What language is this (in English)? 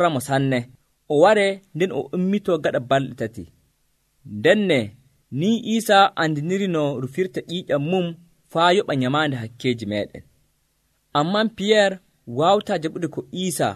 Nigerian Fulfulde